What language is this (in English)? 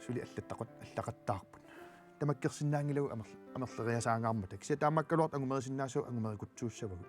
Kalaallisut